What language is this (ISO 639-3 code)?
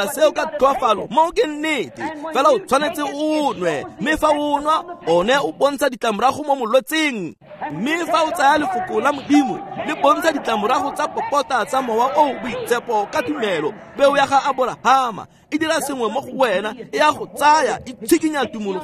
tsn